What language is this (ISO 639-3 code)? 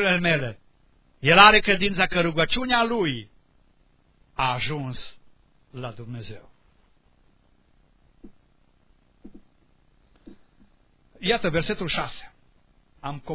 ron